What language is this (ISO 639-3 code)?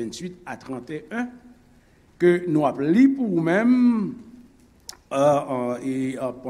hat